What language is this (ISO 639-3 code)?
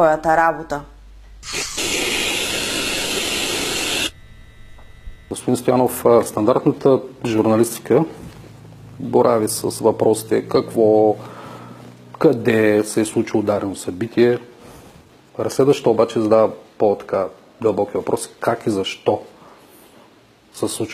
bul